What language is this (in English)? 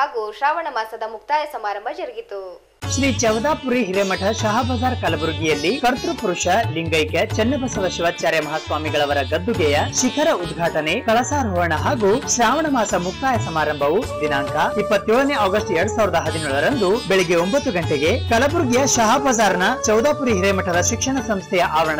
Kannada